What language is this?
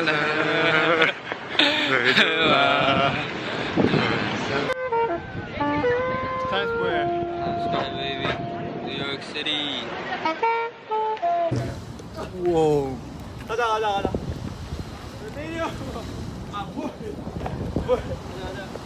Korean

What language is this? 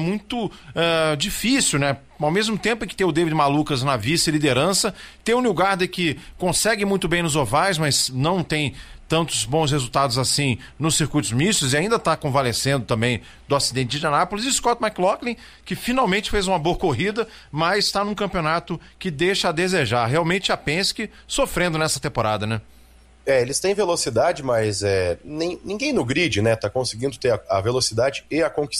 Portuguese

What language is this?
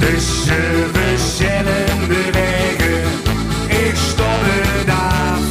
Limburgish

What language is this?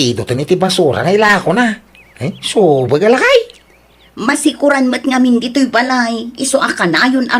Iloko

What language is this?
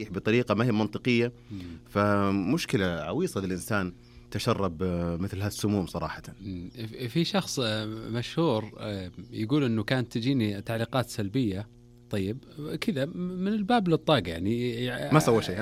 Najdi Arabic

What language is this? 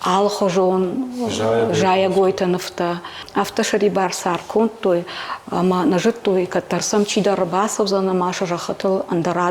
Ossetic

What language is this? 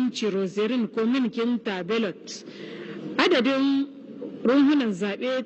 Hausa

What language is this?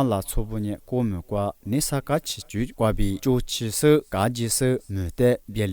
Lisu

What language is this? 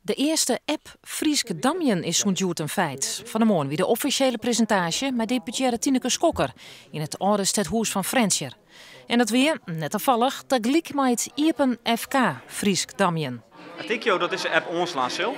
Western Frisian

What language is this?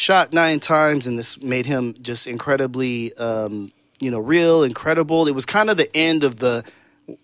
English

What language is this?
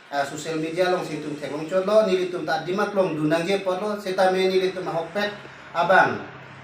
Karbi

